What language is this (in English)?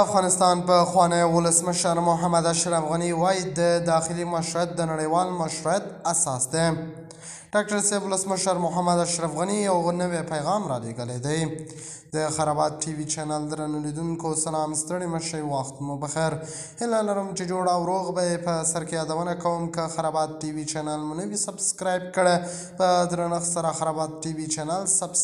Pashto